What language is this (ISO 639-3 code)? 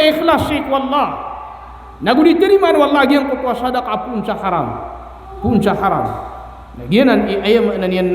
mrw